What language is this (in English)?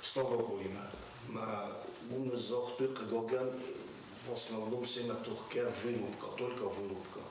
Ossetic